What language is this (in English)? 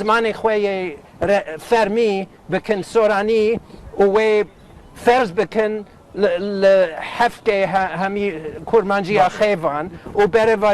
Kurdish